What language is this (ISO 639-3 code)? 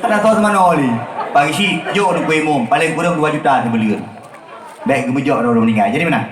ace